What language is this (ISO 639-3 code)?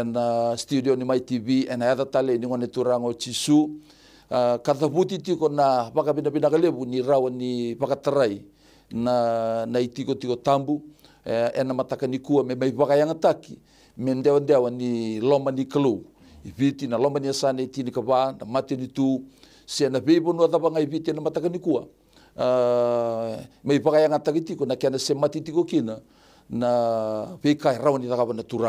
fij